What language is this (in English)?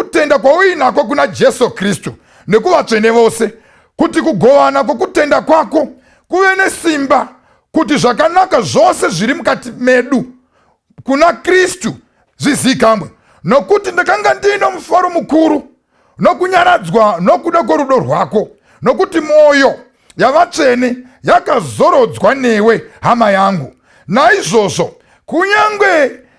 Shona